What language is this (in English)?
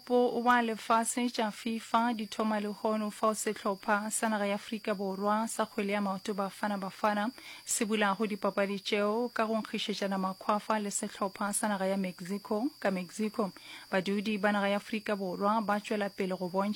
Northern Sotho